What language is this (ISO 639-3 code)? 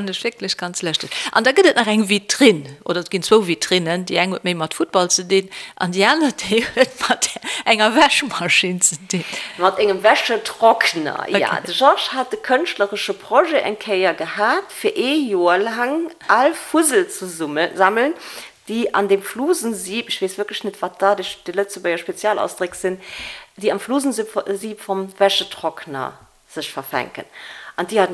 ltz